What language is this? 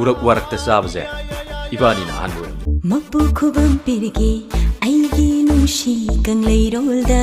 Manipuri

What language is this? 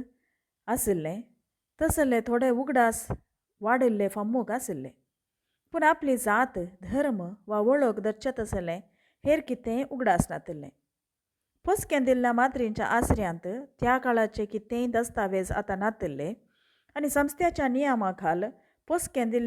Konkani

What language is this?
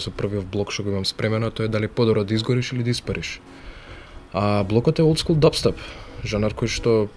Macedonian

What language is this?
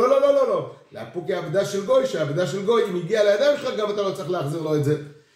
Hebrew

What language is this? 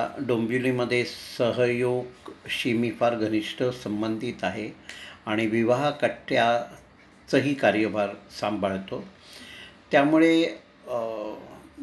Marathi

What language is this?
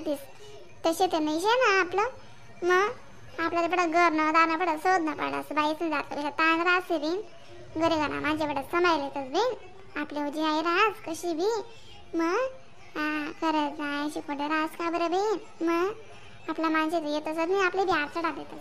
Khandesi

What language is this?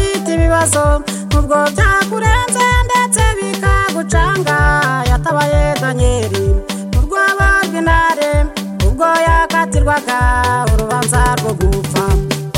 Kinyarwanda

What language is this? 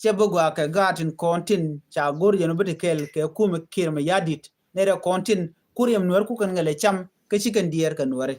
Nuer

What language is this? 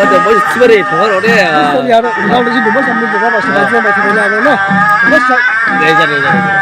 Dimasa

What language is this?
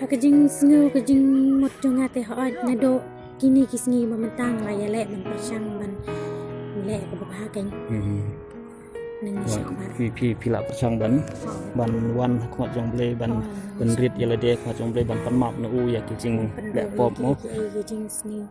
Khasi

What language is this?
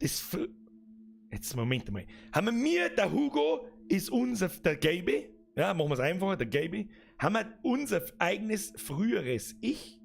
Bavarian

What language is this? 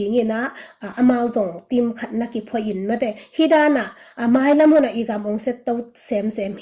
Tedim Chin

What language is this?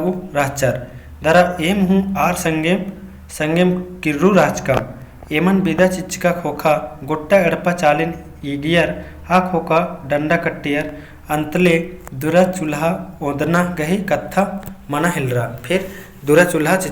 Kurukh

